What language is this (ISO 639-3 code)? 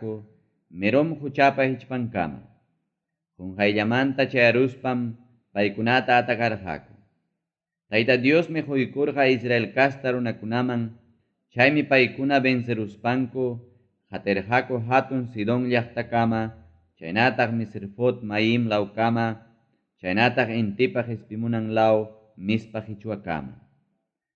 quy